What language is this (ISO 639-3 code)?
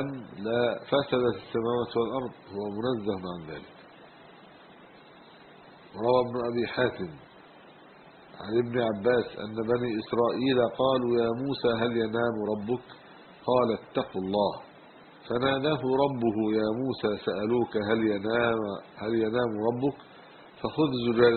ara